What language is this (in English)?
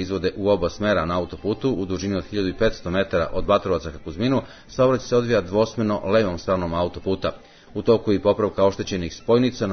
Serbian